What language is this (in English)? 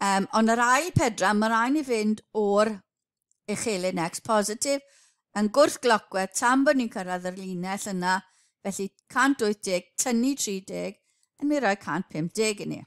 Welsh